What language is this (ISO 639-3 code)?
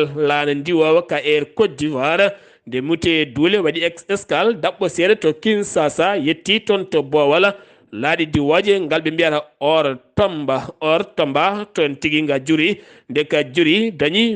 ful